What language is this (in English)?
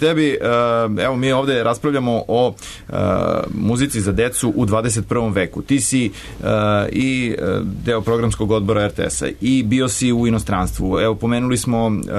Serbian